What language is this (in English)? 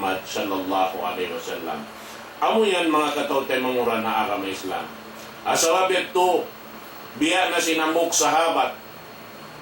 Tausug